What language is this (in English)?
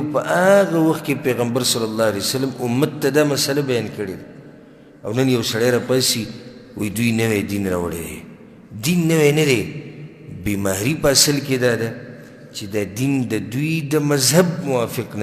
Pashto